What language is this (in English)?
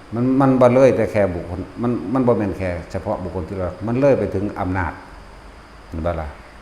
Northeastern Thai